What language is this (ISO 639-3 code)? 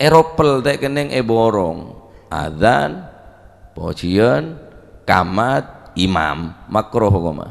mad